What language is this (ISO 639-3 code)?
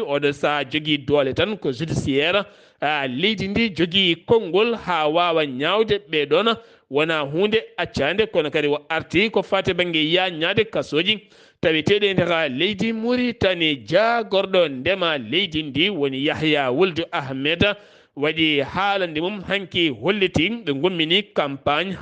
ful